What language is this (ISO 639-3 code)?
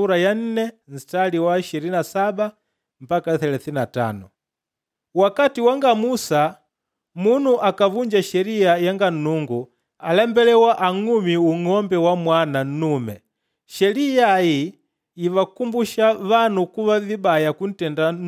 kde